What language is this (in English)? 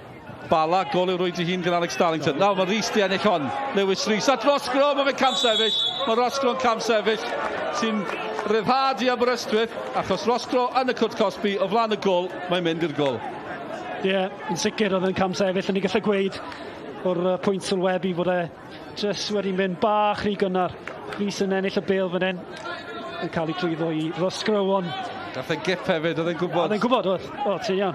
Welsh